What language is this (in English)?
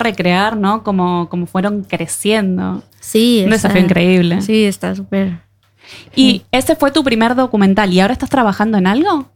Spanish